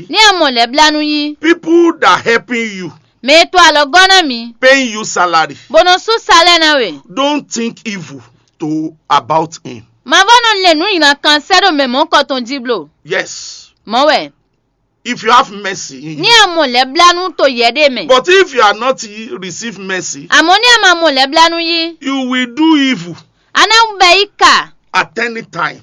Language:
Fon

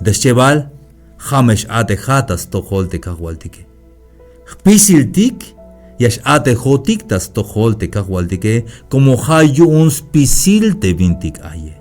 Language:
Tzeltal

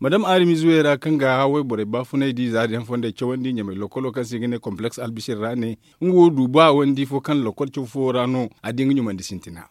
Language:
Zarma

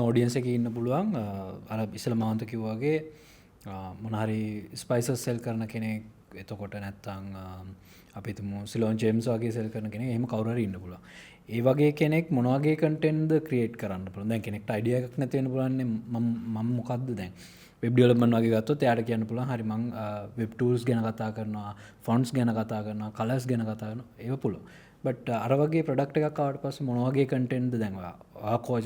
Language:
Sinhala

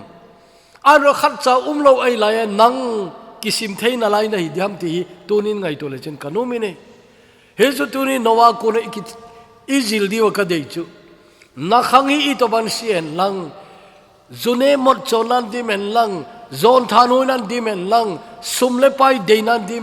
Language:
Thado Chin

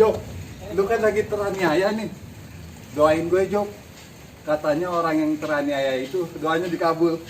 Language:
Betawi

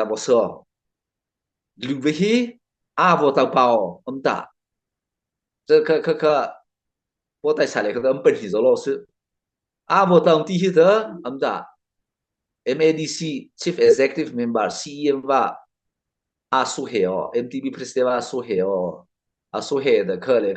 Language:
Mara Chin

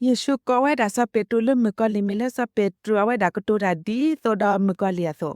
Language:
S'gaw Karen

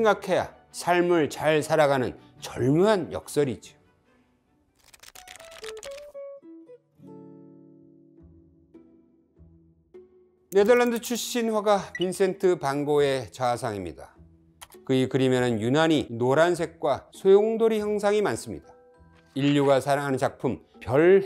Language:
Korean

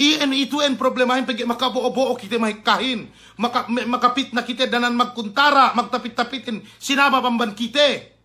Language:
Yakan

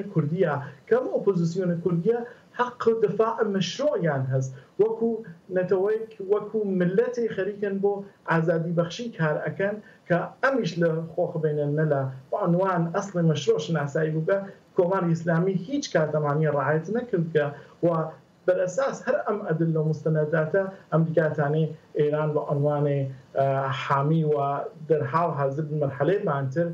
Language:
Central Kurdish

